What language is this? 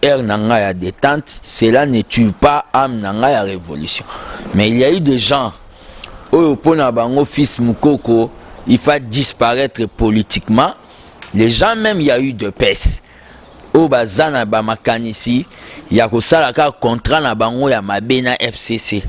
Lingala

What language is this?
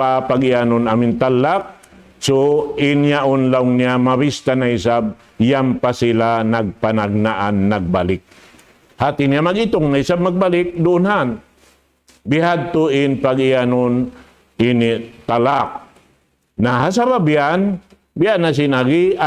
Tausug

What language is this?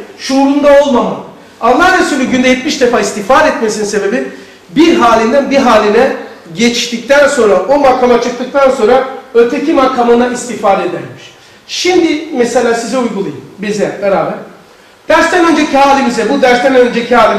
Turkish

